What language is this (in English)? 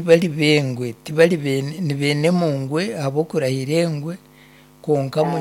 Nyankole